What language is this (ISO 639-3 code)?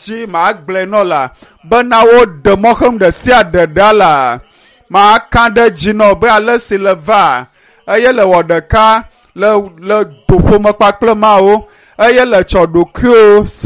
ewe